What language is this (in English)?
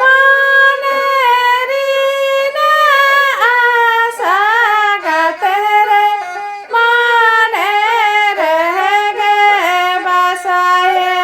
Santali